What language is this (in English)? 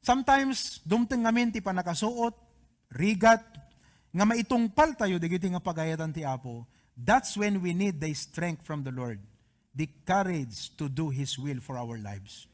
Iloko